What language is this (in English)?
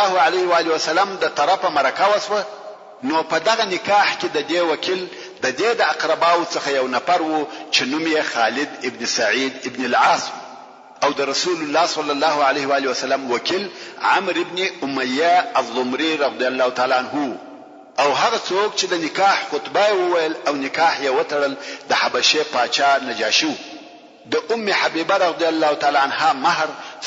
Pashto